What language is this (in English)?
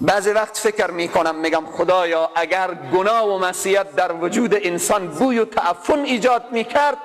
Persian